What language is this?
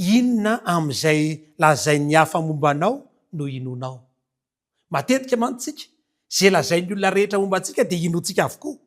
Malagasy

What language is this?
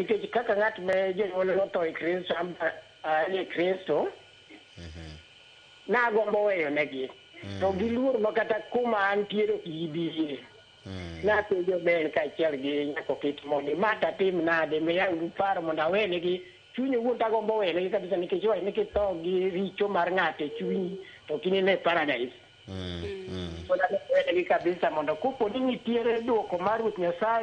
Luo (Kenya and Tanzania)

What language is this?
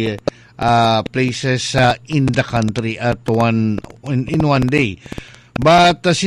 Cebuano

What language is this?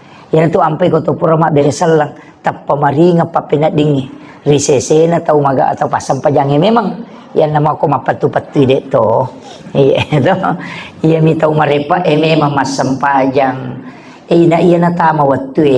Buginese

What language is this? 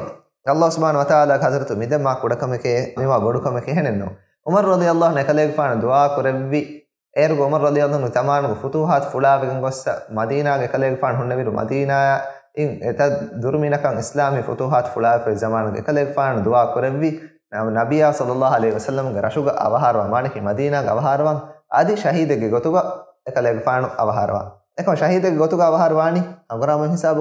Divehi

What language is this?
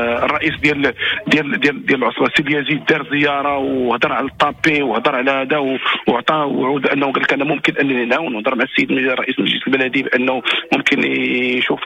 Moroccan Arabic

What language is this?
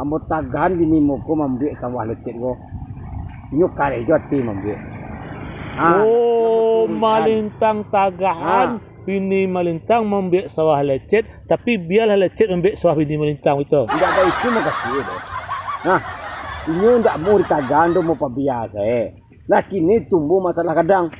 Minangkabau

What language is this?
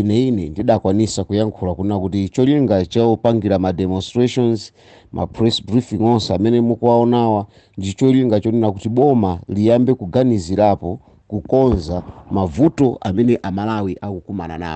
Nyanja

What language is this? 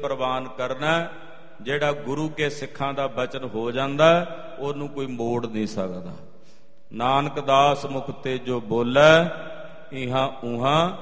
Punjabi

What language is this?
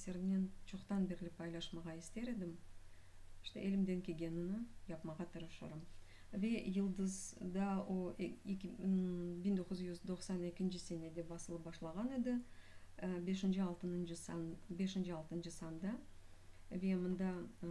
Crimean Tatar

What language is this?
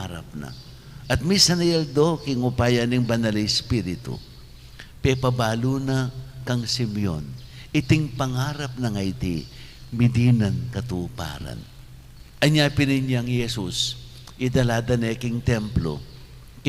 Pampanga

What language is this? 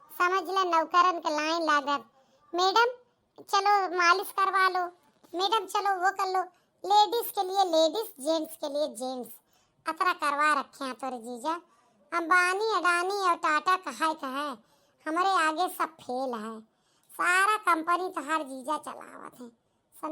Awadhi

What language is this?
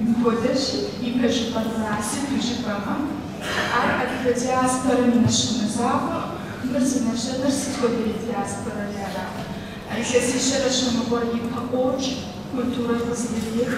Kabardian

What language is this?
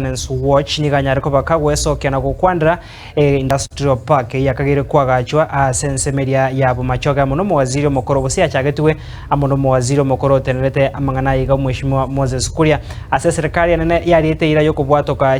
Gusii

